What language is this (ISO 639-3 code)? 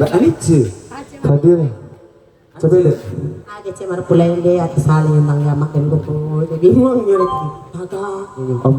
min